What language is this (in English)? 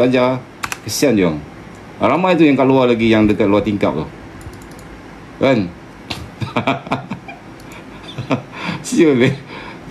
Malay